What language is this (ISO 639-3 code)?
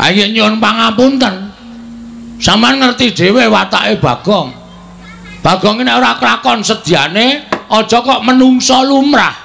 jav